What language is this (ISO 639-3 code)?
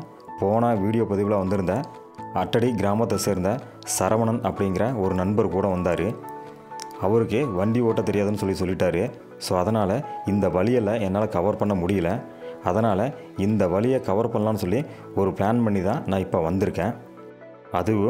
tam